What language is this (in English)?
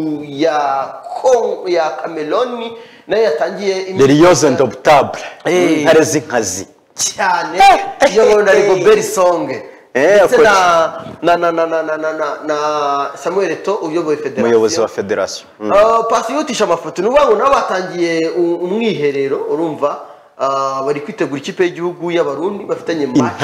Kinyarwanda